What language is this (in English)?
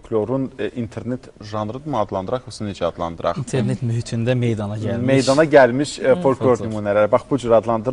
Azerbaijani